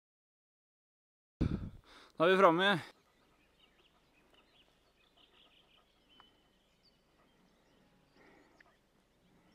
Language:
Norwegian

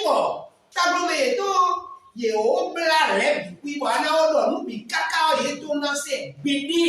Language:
Fon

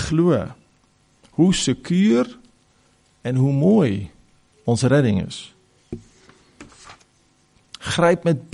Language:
Afrikaans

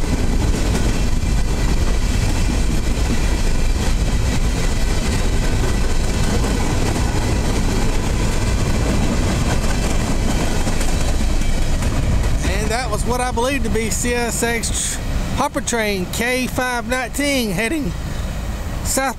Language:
English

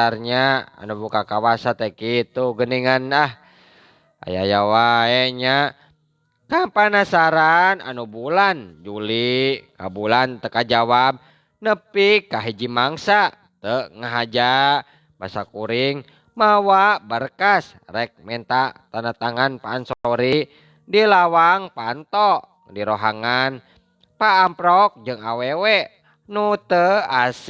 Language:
Sundanese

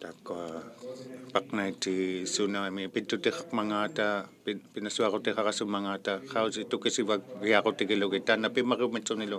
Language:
Inuktitut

